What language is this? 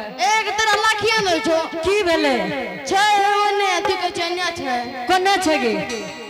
Angika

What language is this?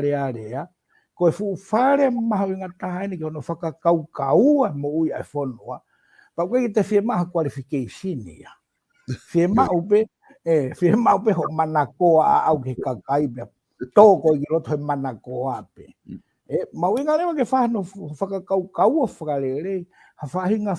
Tongan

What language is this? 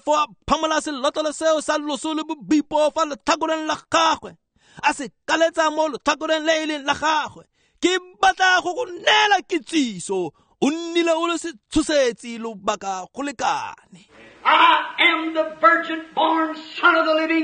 Tswana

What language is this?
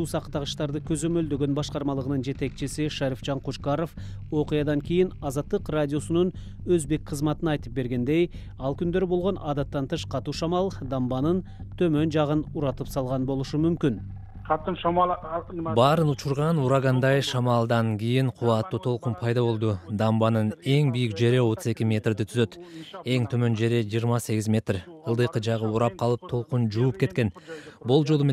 Kyrgyz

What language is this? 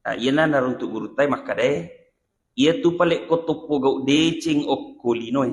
Buginese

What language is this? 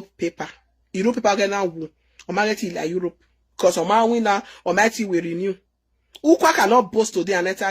Nigerian Pidgin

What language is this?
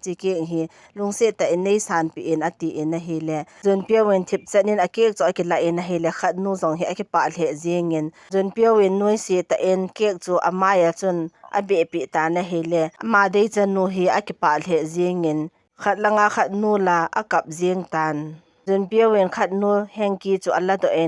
Thado Chin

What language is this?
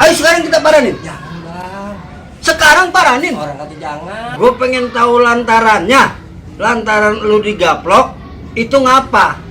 Betawi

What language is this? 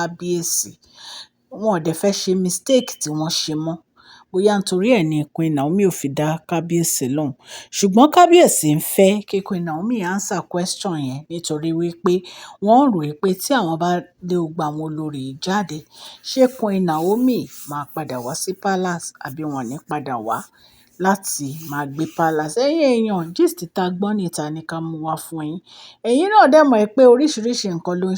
Yoruba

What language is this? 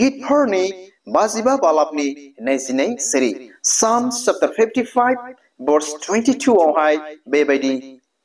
Bodo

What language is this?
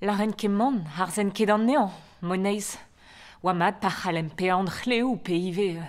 Breton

